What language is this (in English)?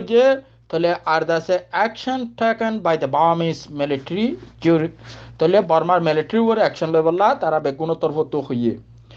Rohingya